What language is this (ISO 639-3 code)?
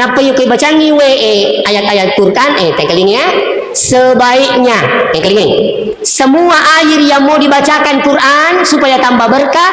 bug